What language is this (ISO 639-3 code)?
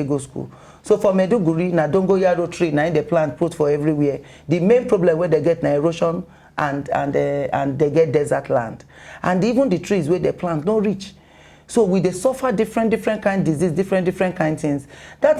pcm